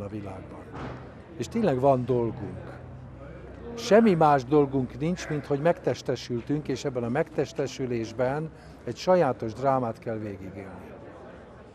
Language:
Hungarian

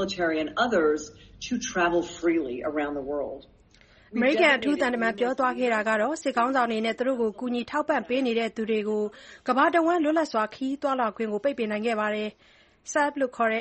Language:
Burmese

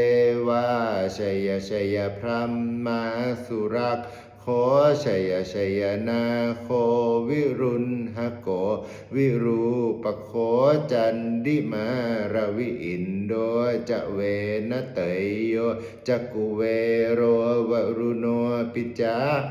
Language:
Pali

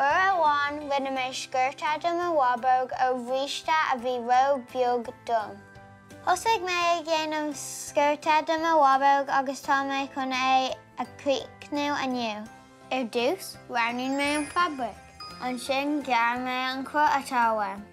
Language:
Irish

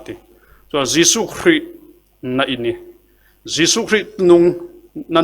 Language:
Falam Chin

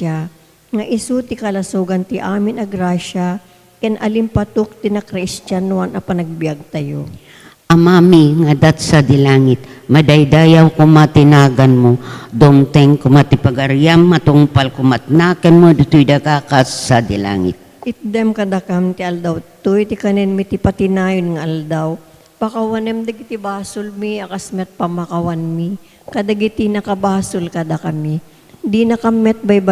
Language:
Iloko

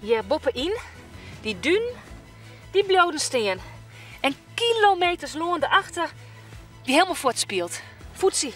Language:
Western Frisian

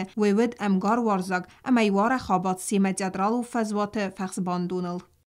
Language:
Ossetic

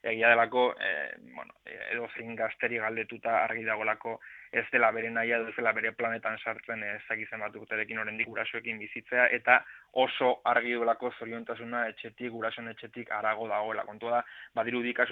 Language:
Basque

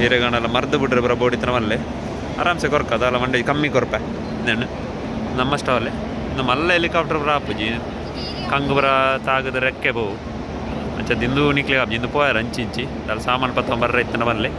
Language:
Tulu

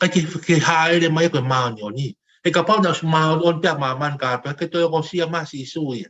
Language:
Tongan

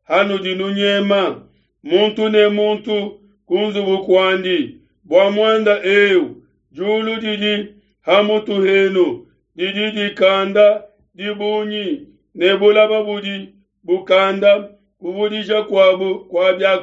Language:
Luba-Lulua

